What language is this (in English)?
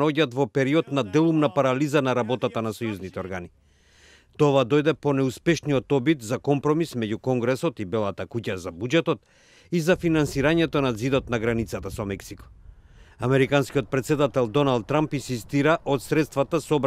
Macedonian